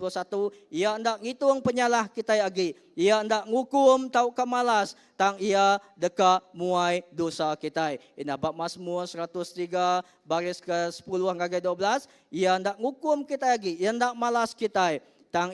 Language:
Iban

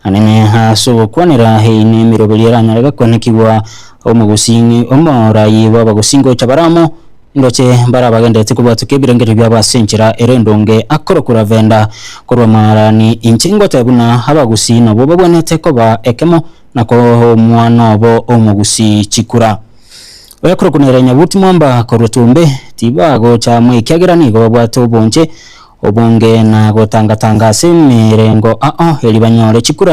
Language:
Gusii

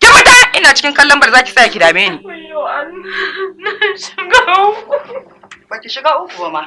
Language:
Hausa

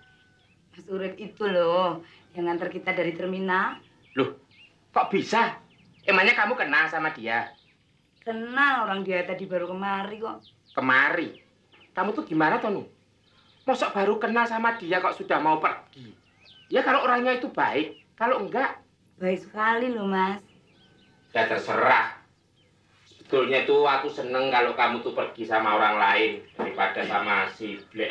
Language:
Betawi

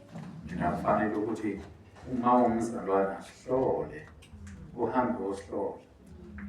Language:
Zulu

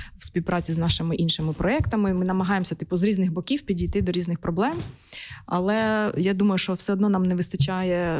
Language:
Ukrainian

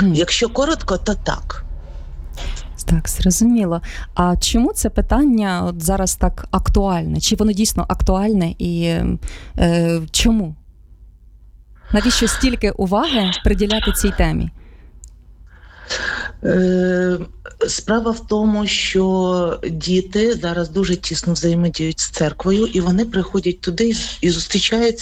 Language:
Ukrainian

